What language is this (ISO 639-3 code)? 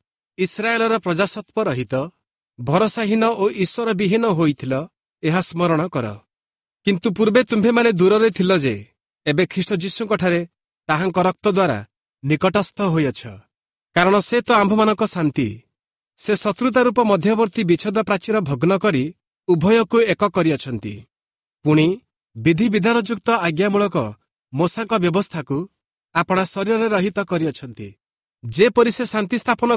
ori